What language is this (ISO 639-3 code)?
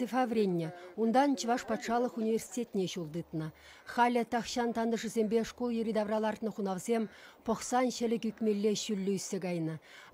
chv